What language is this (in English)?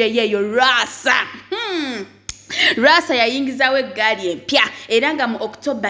Ganda